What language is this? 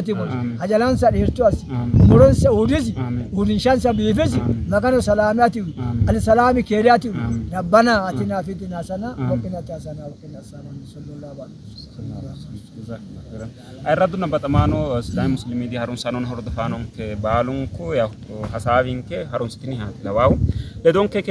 Sidamo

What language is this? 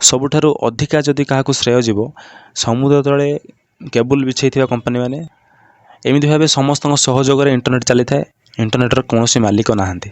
Odia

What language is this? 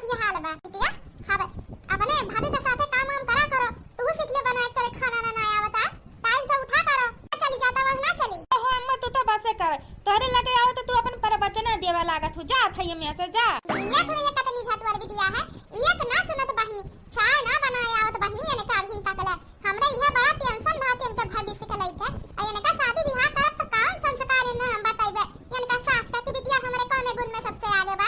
Awadhi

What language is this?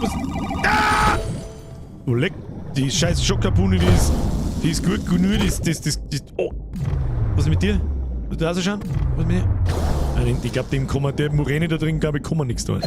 Bavarian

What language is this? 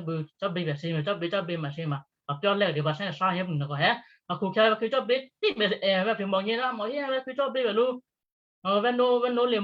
Western Kayah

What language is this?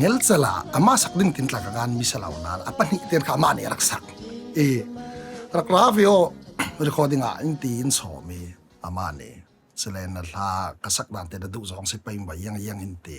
Falam Chin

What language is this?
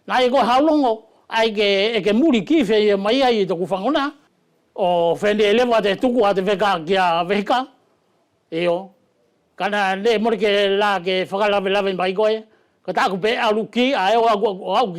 Wallisian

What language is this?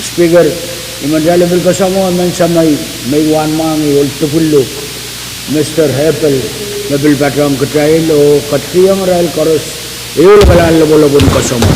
Pohnpeian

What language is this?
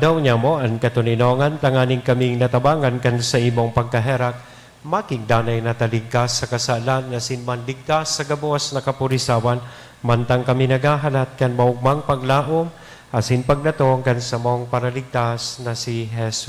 Bikol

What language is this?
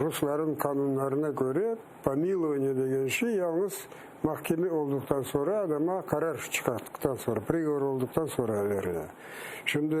Crimean Tatar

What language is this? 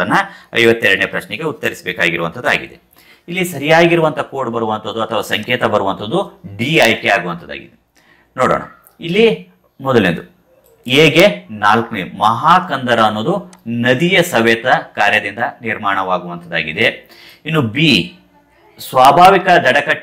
Kannada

